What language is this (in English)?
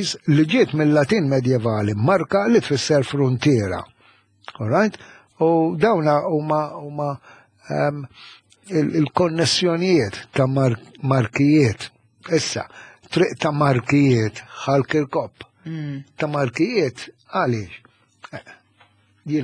Maltese